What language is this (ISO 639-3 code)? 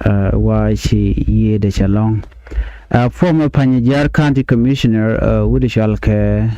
nus